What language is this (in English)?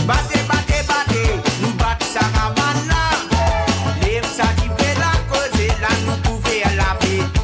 Morisyen